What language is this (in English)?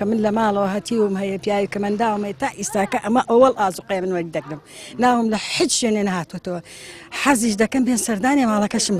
Central Kurdish